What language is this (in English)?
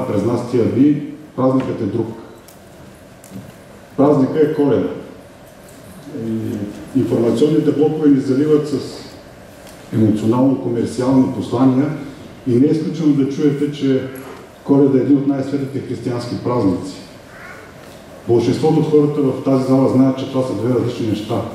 Bulgarian